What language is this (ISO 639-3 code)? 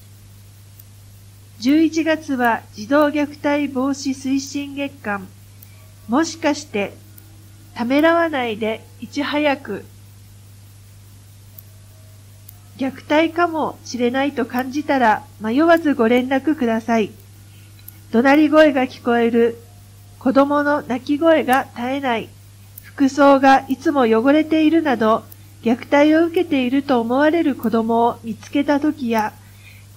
jpn